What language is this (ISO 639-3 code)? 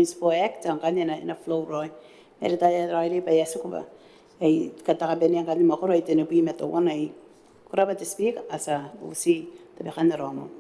gil